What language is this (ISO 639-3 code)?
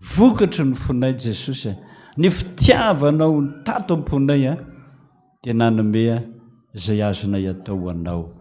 mlg